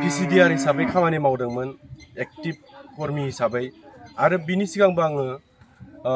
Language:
Bodo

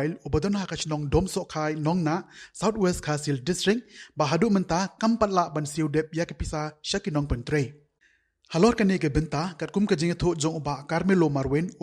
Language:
Khasi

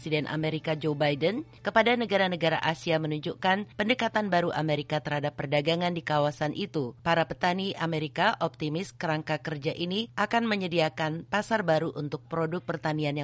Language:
Indonesian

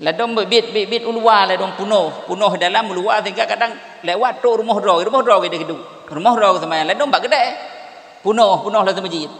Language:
Achinese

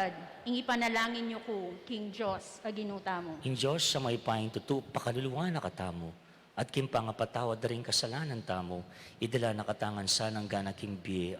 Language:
Pampanga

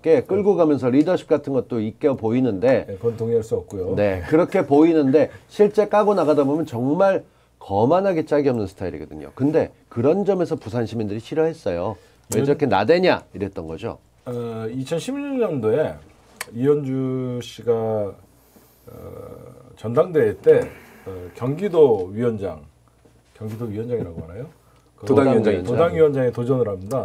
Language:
Korean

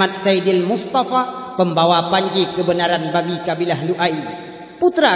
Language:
Achinese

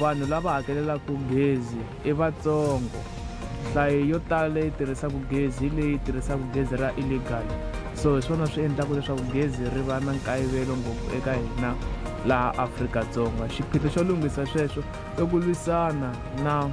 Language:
Tsonga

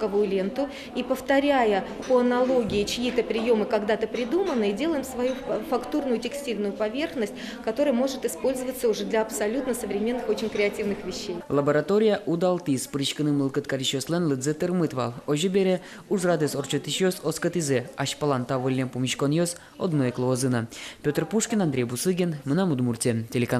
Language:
Udmurt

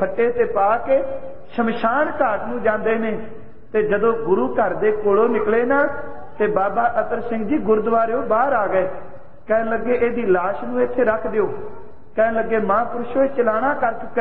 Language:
Punjabi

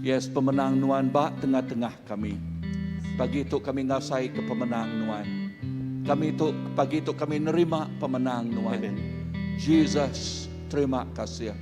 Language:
Iban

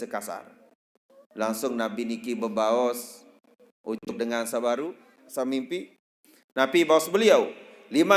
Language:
Sasak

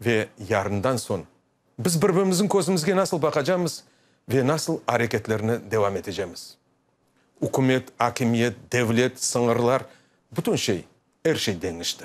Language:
Crimean Tatar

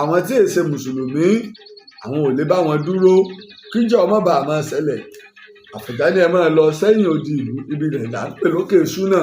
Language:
Yoruba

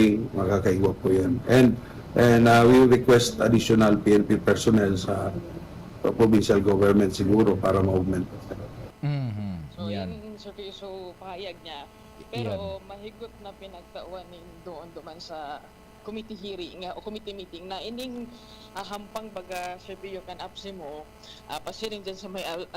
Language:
Bikol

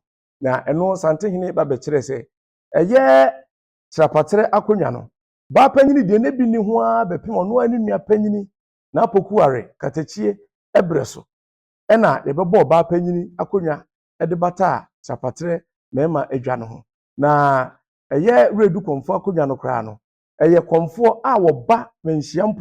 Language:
Akan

